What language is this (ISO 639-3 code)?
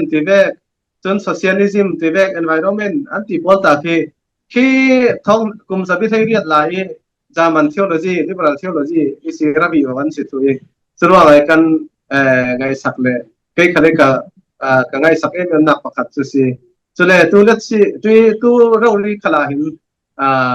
cfm